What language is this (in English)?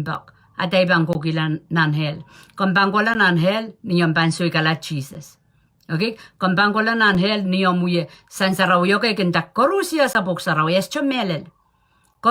Pohnpeian